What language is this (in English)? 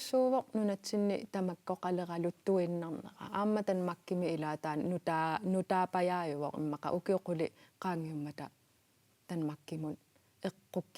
Kalaallisut